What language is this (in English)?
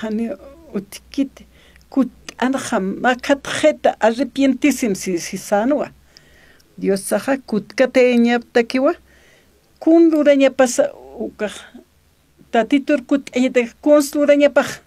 Aymara